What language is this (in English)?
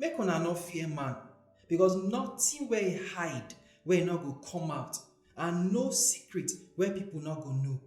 Nigerian Pidgin